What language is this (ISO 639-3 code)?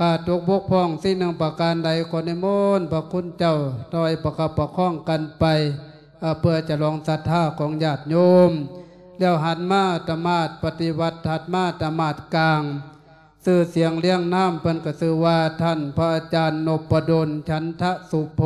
lao